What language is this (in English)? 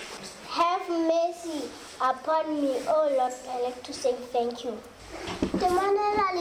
Southern Sotho